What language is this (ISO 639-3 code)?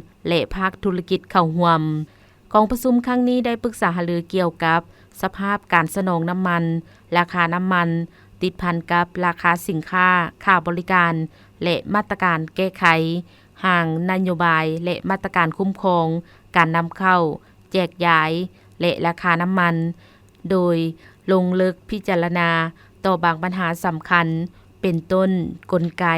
lao